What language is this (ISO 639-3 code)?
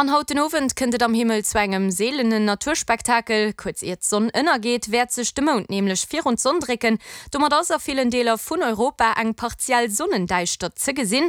ltz